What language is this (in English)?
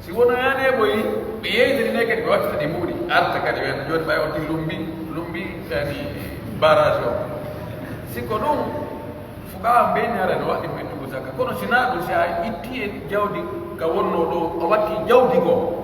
Pular